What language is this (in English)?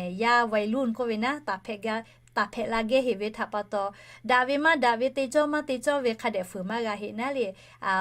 Lahu